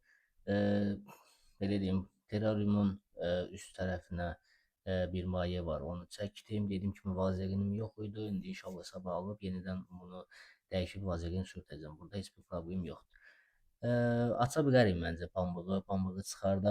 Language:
Azerbaijani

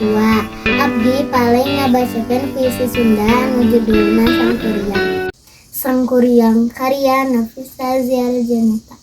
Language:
Sundanese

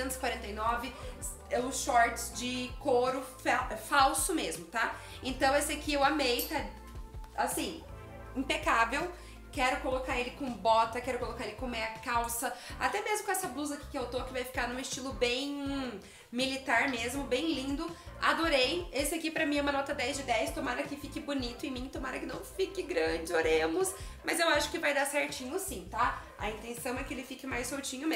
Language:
Portuguese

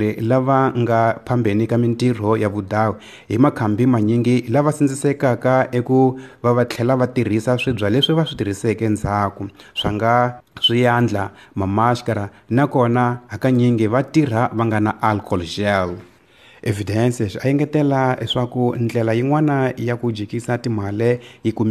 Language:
Tsonga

